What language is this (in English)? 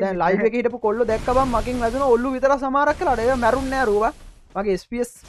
Sinhala